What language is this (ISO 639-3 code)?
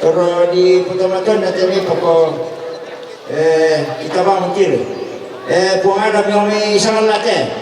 sda